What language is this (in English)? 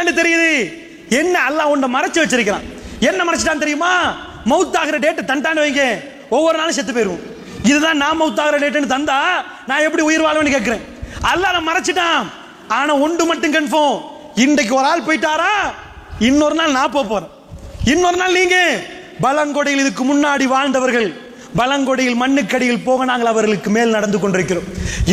Tamil